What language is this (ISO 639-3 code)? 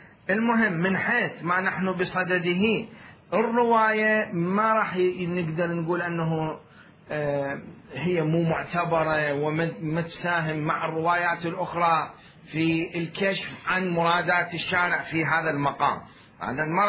acm